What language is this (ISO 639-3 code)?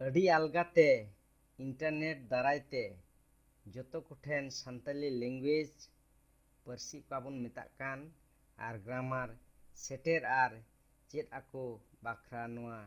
sat